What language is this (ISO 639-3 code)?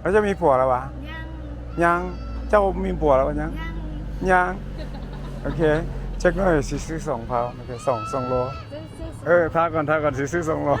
lao